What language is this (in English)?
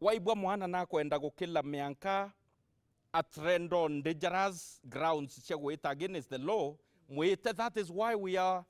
Meru